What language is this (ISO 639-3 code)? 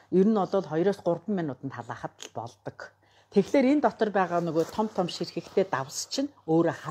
mon